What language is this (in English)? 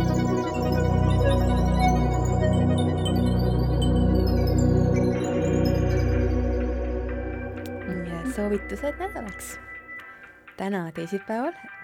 Estonian